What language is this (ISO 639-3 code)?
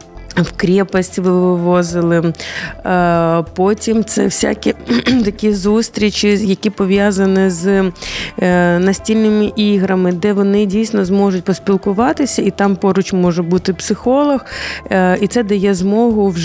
ukr